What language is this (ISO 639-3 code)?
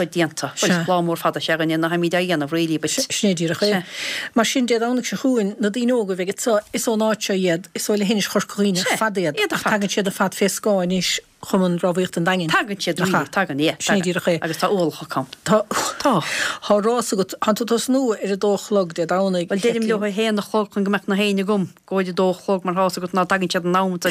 gle